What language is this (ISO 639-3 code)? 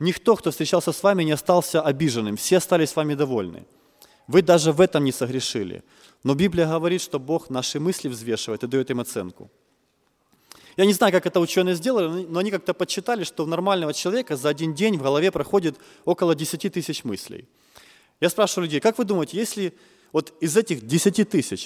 rus